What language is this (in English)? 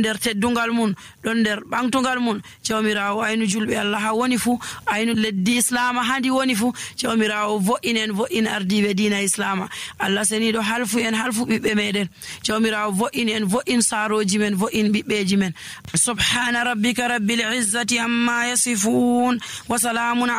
Nigerian Fulfulde